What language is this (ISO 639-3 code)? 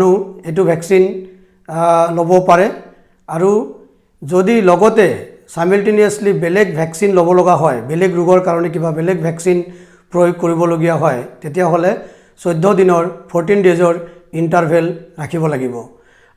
asm